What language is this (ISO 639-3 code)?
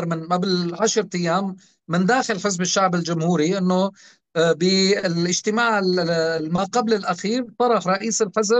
apc